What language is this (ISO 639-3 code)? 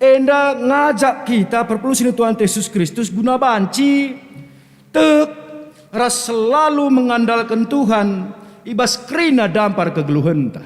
btx